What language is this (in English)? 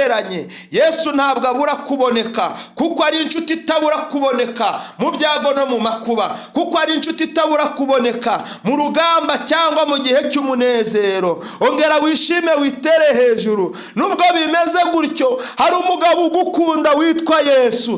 Kinyarwanda